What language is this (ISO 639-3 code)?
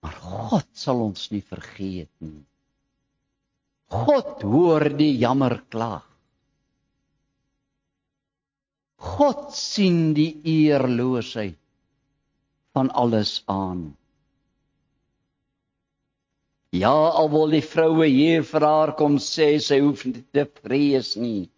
afr